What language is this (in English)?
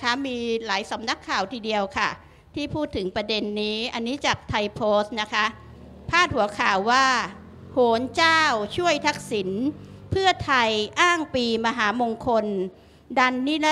Thai